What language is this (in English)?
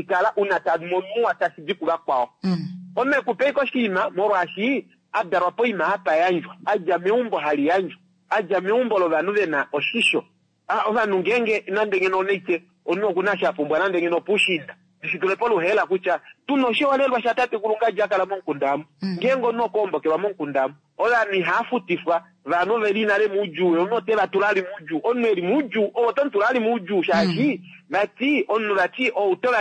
Kuanyama